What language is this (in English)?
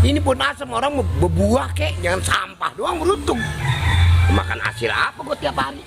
Betawi